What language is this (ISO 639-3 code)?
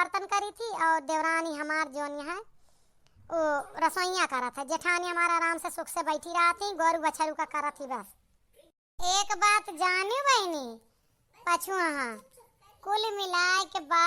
awa